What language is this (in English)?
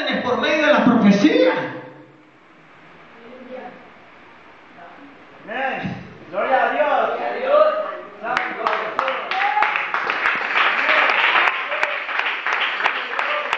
Spanish